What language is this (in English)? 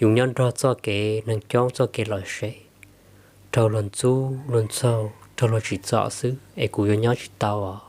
Hmong